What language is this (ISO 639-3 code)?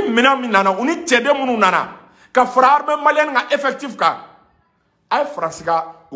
bam